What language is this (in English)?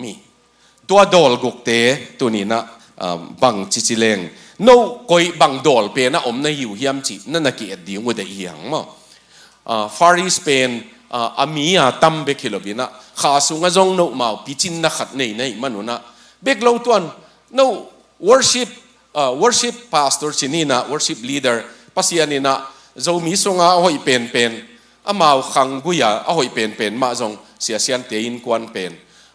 Tedim Chin